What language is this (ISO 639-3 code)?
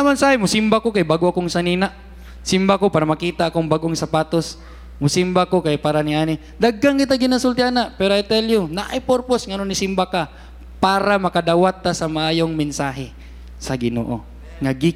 ceb